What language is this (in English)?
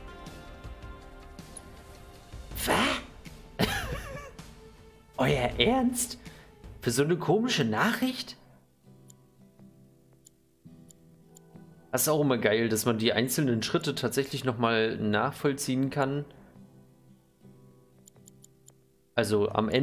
German